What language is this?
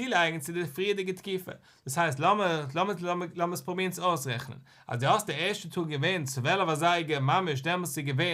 Yiddish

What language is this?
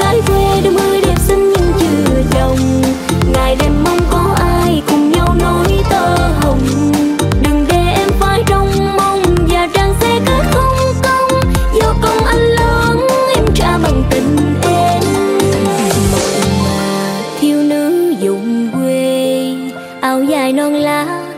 Vietnamese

